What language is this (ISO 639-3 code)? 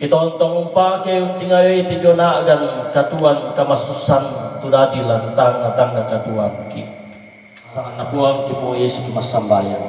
sda